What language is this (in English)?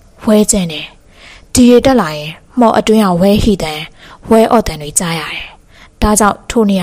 Burmese